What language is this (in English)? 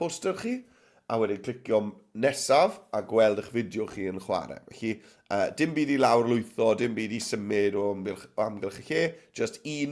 Welsh